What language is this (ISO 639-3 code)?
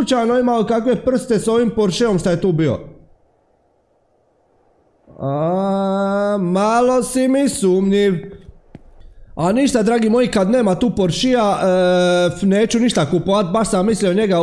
hrv